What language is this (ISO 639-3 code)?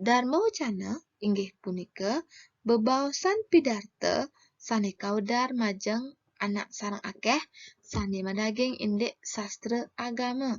ban